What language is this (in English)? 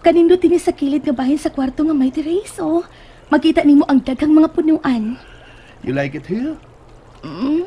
Cebuano